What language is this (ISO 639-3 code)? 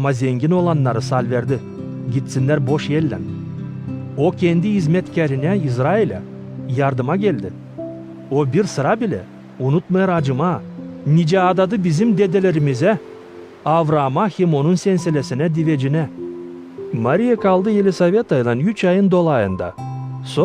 gag